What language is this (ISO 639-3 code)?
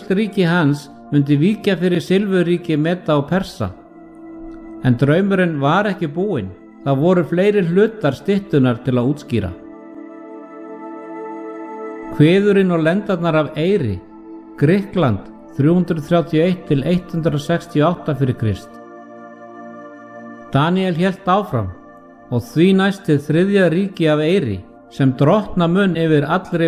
isl